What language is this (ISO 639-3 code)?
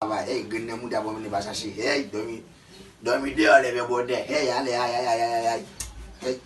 hat